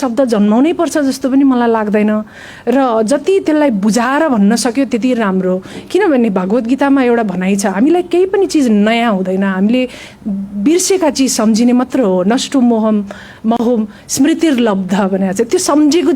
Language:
Nepali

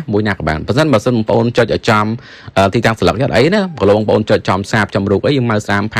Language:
Khmer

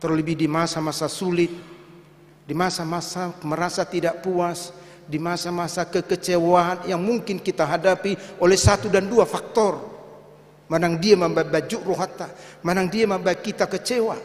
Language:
Batak Toba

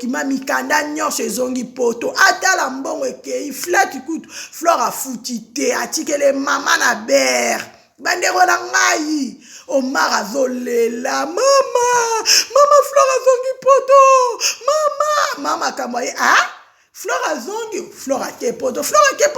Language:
Lingala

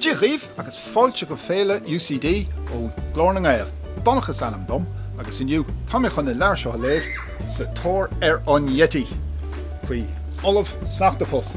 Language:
Irish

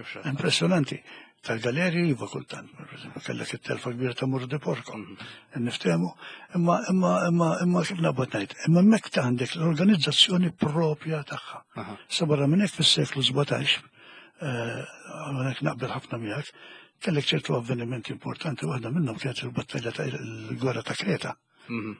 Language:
Maltese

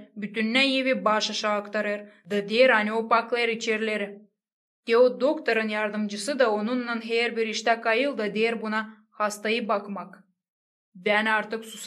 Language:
Gagauz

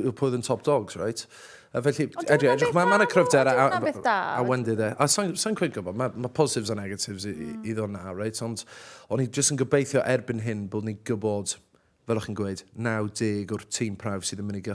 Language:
Welsh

